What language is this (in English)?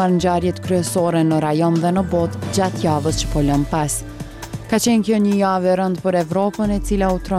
Albanian